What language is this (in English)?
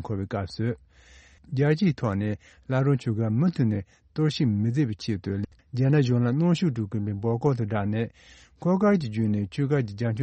Tibetan